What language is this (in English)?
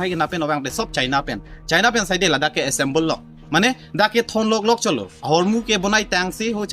Karbi